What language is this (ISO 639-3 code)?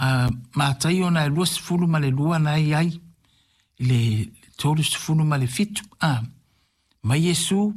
smo